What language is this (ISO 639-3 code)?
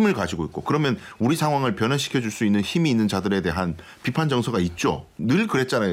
kor